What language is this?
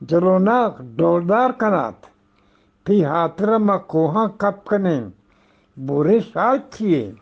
Eastern Balochi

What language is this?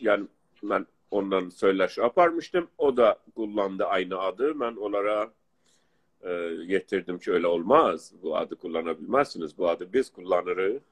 South Azerbaijani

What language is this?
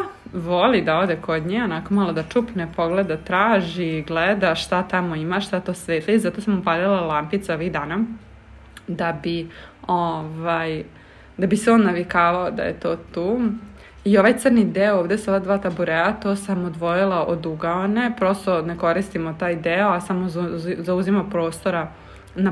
Serbian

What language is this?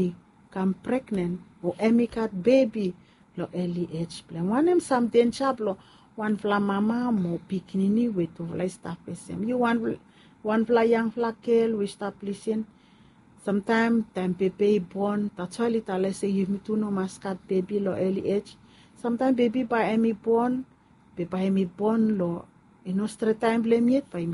Bislama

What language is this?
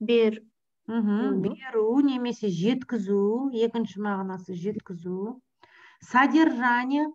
Kazakh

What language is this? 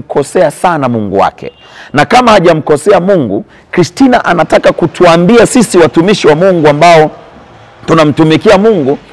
Swahili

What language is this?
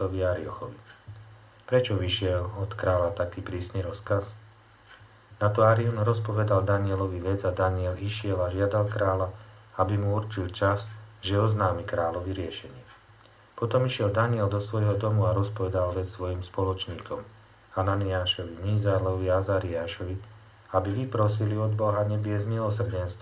Slovak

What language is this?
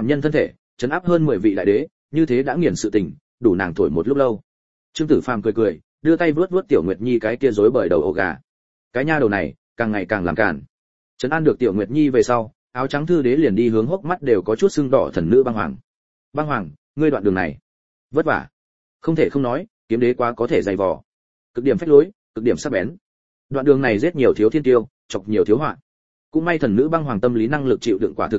Vietnamese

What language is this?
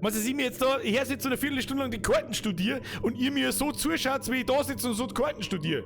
Bavarian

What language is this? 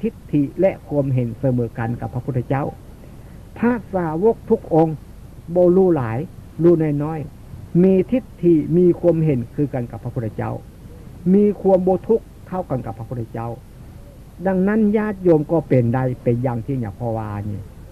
Northeastern Thai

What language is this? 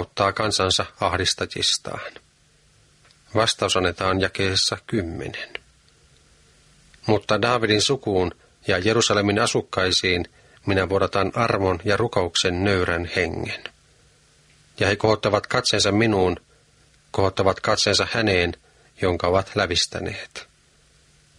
Finnish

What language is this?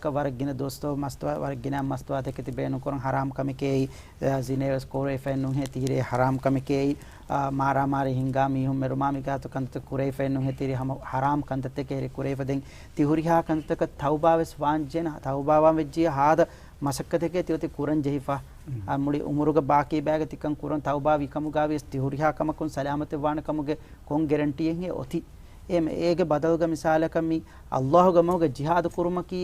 Divehi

